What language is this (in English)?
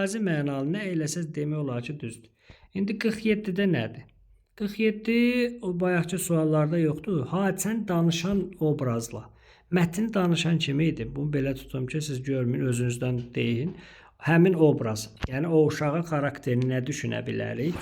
Azerbaijani